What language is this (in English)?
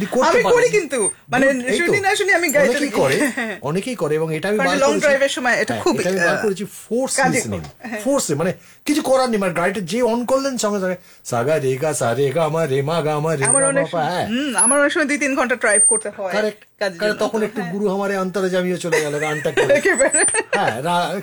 Bangla